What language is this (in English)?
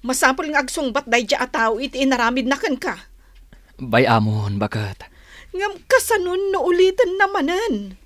Iloko